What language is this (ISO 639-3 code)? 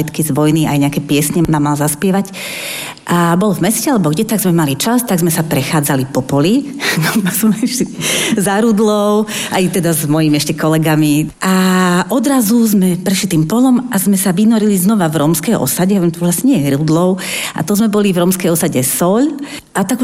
slk